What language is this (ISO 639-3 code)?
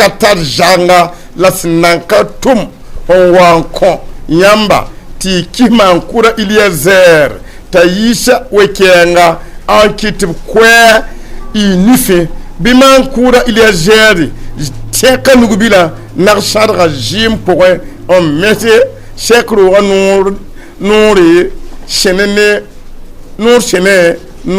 mos